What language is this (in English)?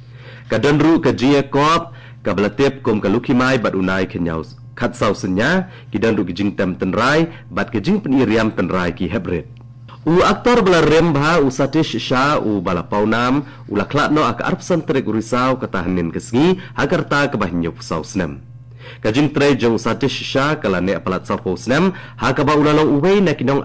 Khasi